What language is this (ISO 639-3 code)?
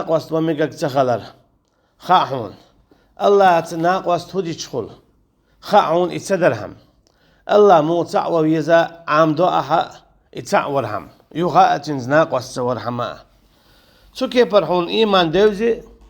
che